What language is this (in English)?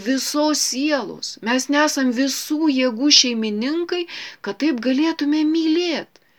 Lithuanian